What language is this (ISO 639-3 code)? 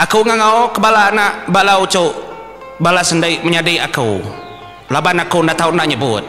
iba